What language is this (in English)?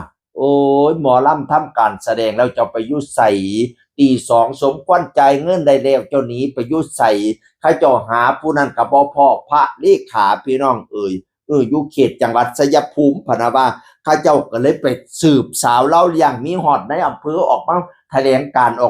Northeastern Thai